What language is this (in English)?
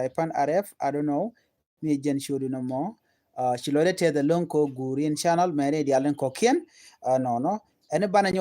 Nuer